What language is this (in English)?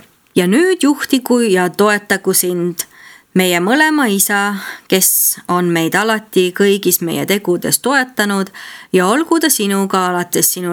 Estonian